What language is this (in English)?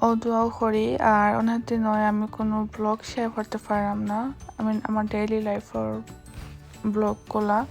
Sylheti